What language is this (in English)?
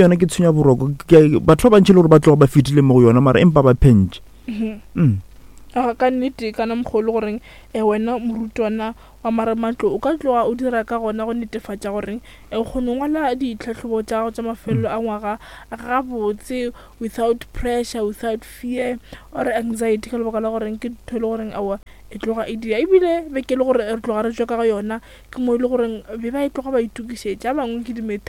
Northern Sotho